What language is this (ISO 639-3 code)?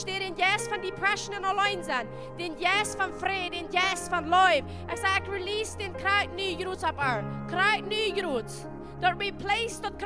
pdt